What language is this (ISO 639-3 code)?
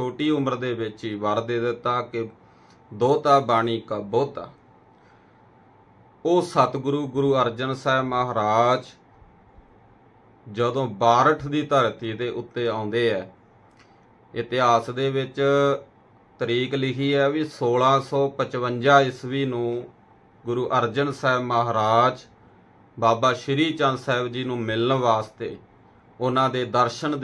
pan